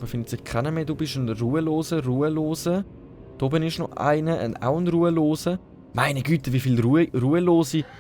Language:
Swiss German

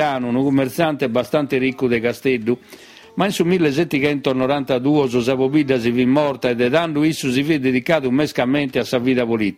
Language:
Sardinian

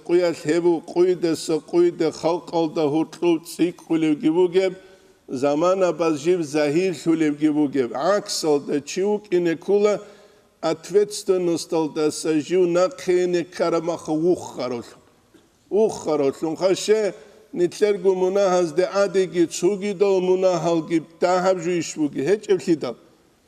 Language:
Avaric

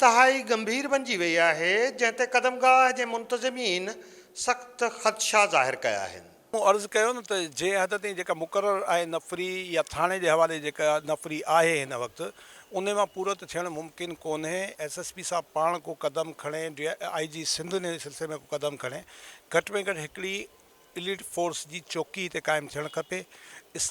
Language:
Sindhi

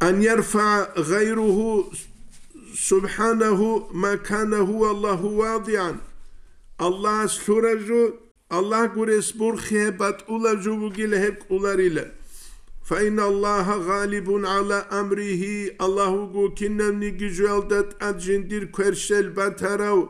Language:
Avaric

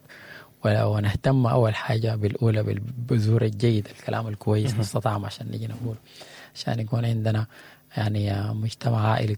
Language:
Sudanese Arabic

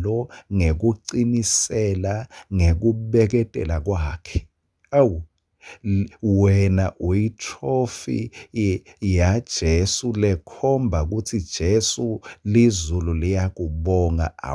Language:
Swati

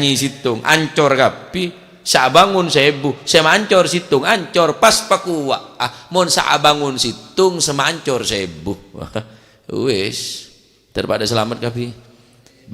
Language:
Madurese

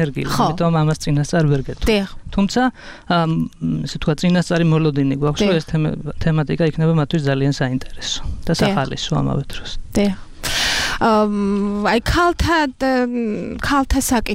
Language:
Georgian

